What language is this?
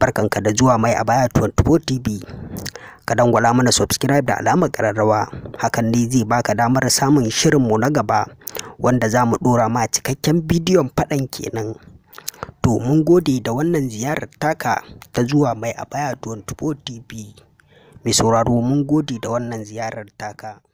Hausa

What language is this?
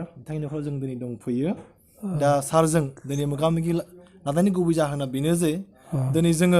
Bodo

